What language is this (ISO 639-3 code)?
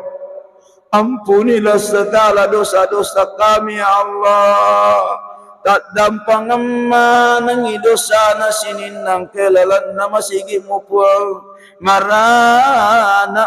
bug